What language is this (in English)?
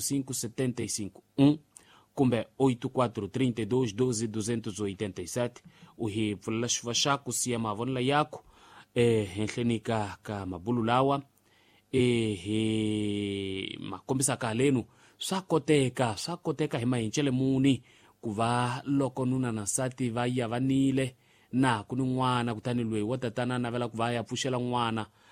Tsonga